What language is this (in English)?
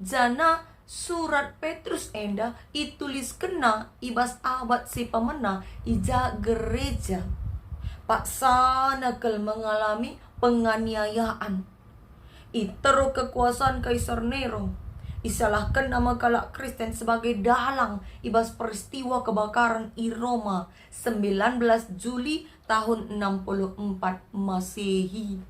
Batak Karo